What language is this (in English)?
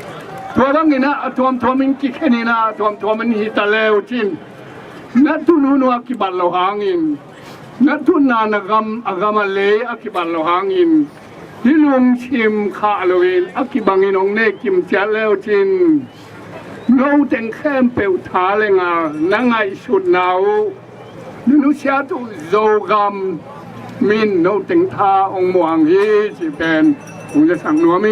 Tedim Chin